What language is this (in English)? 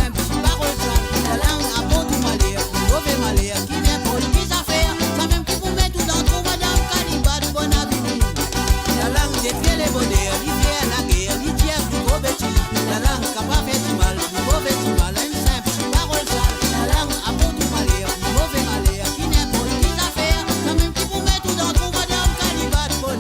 Morisyen